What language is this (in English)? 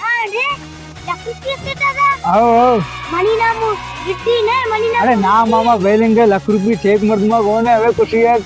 Baluchi